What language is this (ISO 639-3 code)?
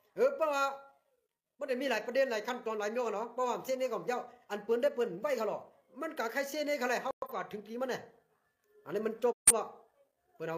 shn